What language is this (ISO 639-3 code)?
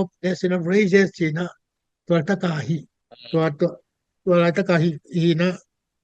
ctd